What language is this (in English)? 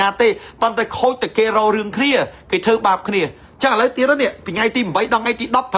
Khmer